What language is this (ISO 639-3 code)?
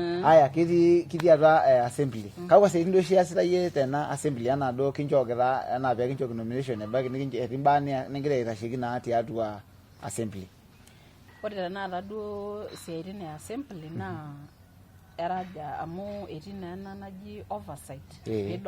mas